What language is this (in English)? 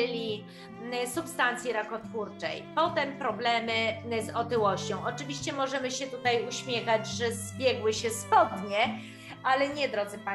Polish